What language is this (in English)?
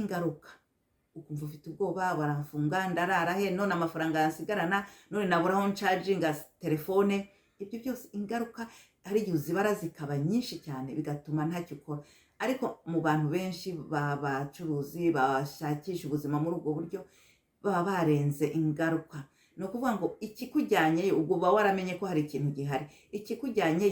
Kinyarwanda